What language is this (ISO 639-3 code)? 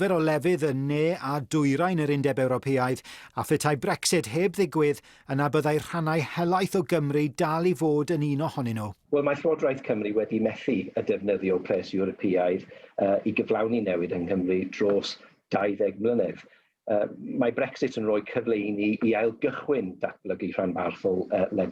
cym